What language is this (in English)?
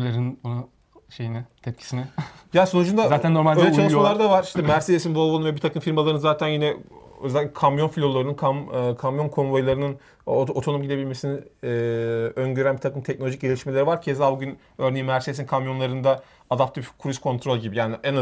Turkish